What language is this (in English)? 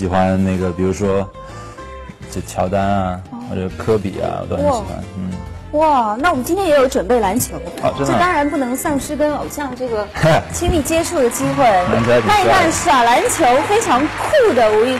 Chinese